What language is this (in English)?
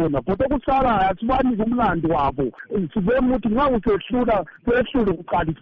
North Ndebele